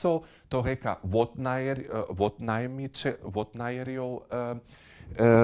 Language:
Upper Sorbian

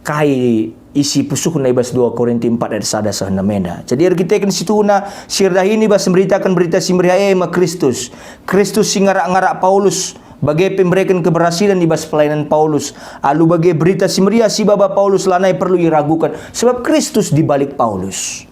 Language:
Batak Karo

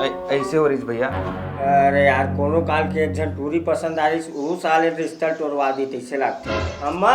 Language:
Chhattisgarhi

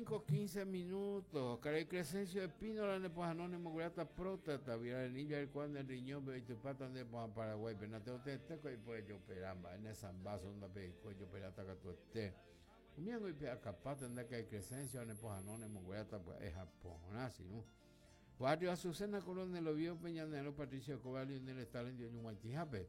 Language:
Guarani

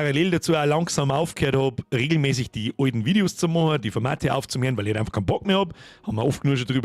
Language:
Bavarian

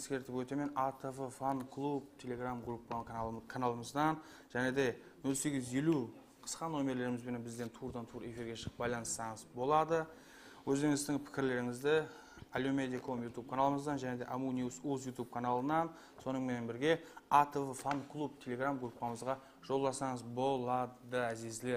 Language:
Kara-Kalpak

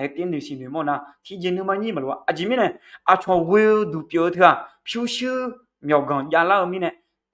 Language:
Akha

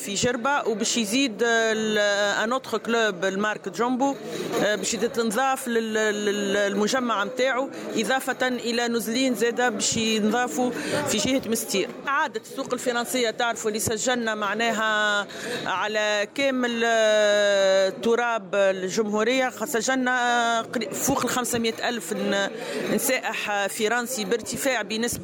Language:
Tunisian Arabic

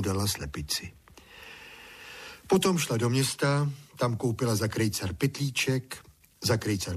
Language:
Czech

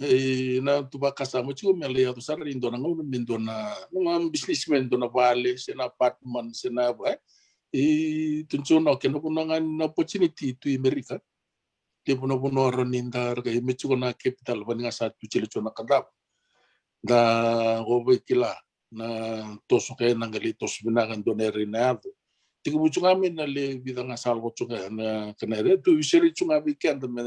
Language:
Fijian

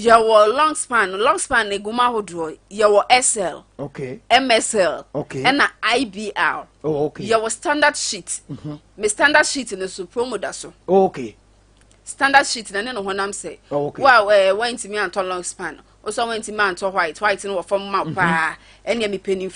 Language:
Akan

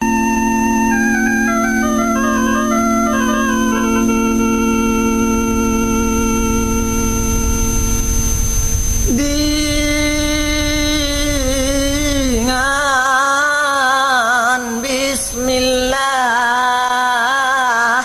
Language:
Achinese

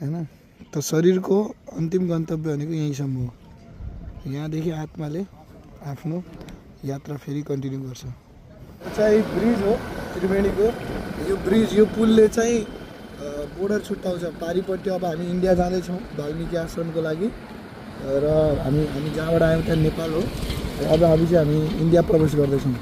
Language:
Nepali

